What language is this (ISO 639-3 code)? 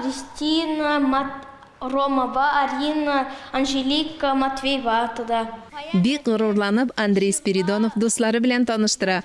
tat